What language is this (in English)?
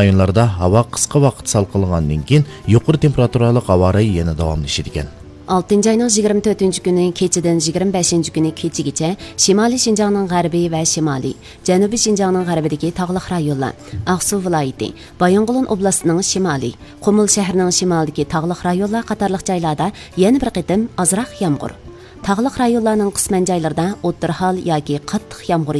Uyghur